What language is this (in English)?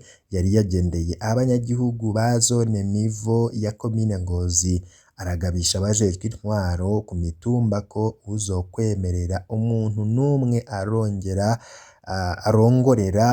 Rundi